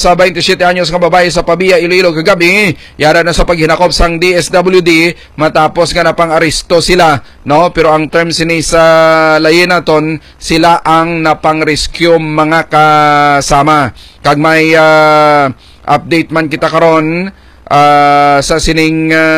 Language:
Hiligaynon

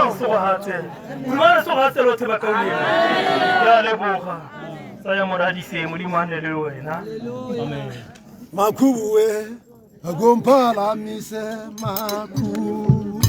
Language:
Tswana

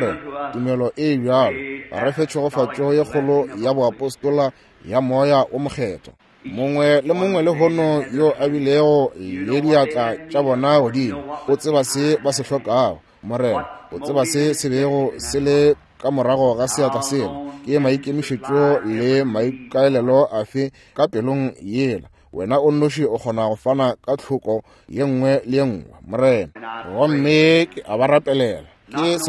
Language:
Northern Sotho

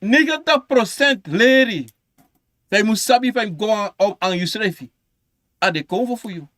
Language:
Sranan Tongo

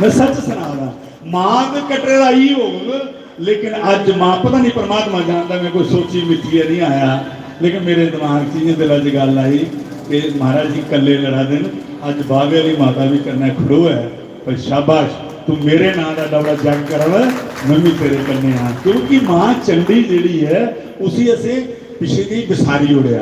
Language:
Dogri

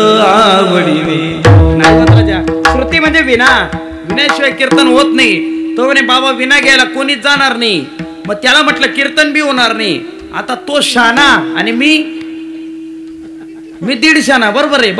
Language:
Marathi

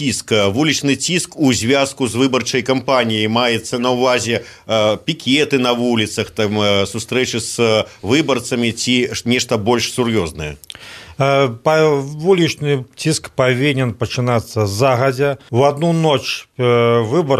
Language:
Belarusian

